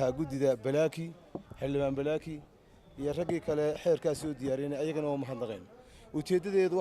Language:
Somali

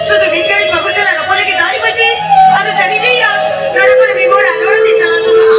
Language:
Santali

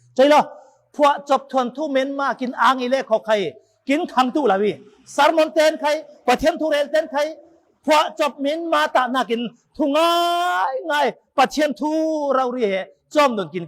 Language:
Falam Chin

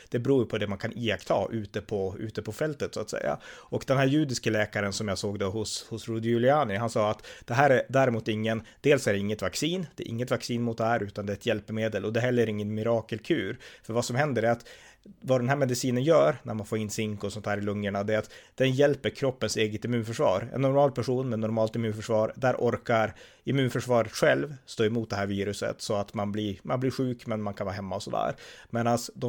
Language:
Swedish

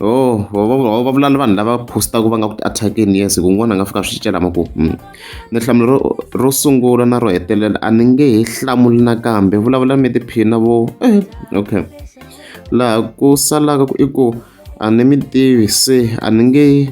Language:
Tsonga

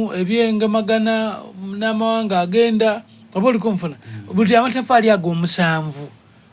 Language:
Soga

